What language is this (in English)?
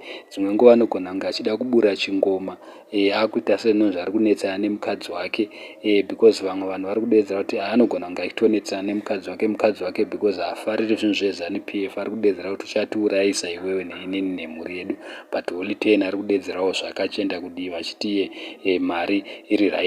Shona